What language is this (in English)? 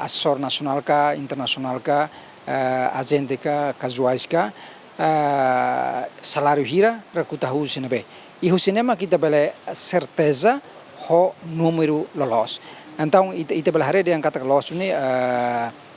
Tetum